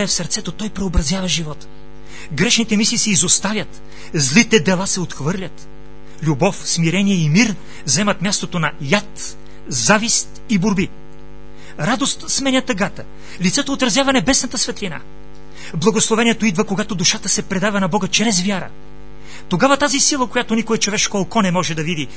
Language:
Bulgarian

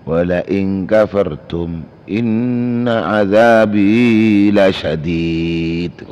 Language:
Madurese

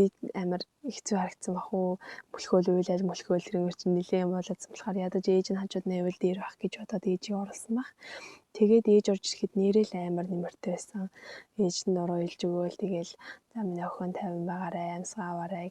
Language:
Mongolian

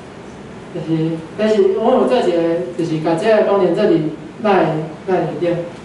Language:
Min Nan Chinese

